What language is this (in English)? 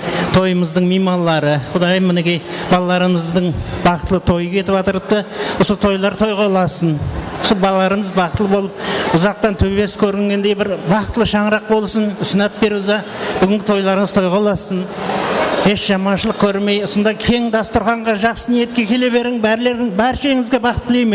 Kara-Kalpak